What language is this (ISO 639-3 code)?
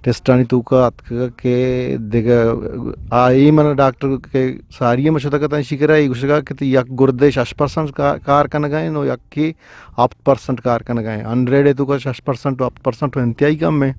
bgp